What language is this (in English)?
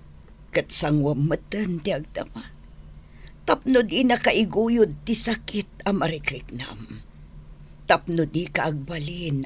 Iloko